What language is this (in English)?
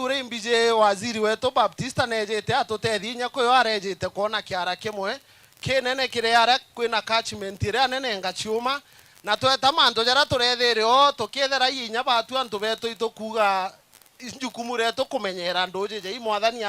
Meru